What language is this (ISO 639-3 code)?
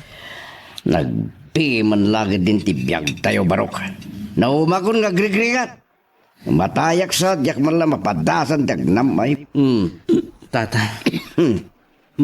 ilo